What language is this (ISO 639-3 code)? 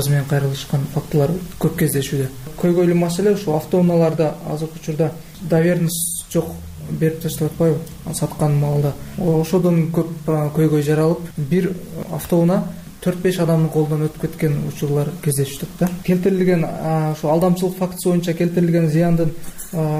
kir